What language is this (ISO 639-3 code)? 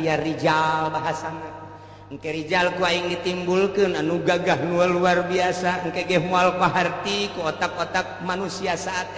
sun